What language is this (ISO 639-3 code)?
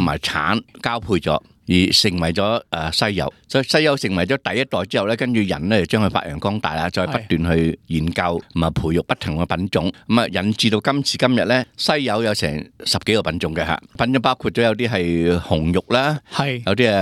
yue